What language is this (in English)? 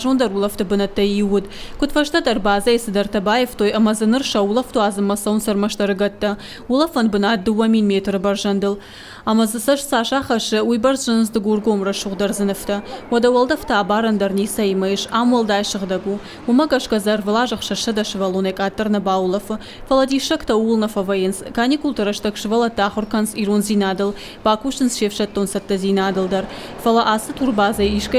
Ossetic